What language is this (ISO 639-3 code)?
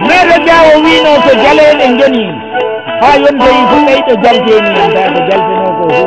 ful